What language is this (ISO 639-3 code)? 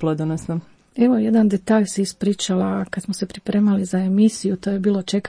hrv